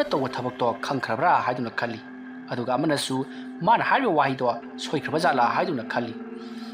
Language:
Manipuri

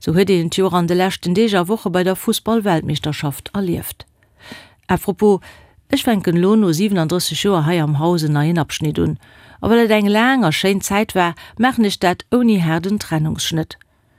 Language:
Luxembourgish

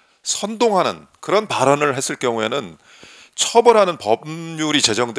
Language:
Korean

